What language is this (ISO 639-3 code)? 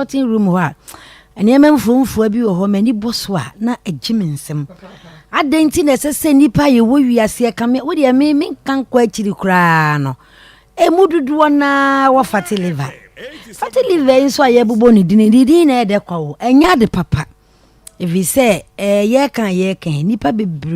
aka